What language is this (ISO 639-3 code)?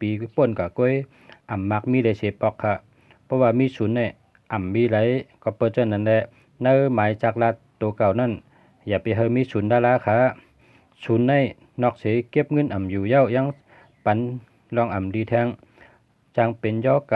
shn